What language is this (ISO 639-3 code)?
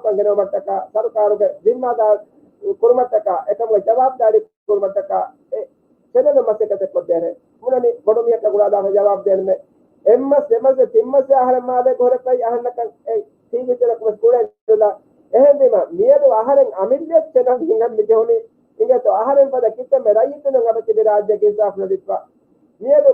div